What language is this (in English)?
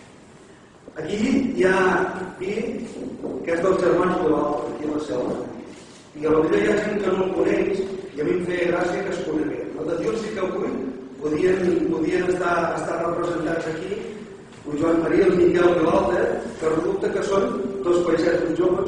Catalan